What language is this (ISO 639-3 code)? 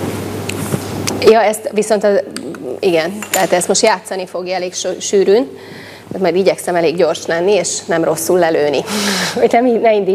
hun